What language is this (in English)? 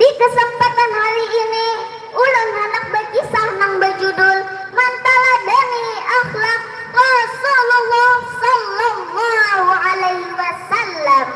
Banjar